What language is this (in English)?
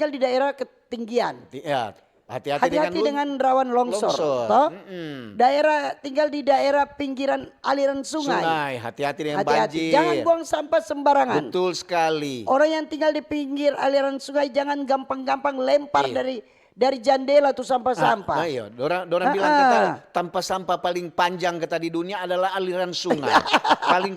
Manado Malay